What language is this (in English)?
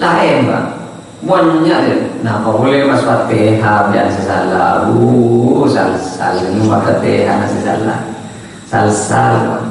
Madurese